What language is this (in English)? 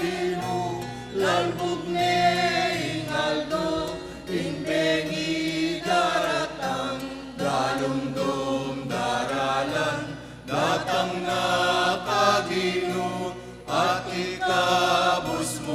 Pampanga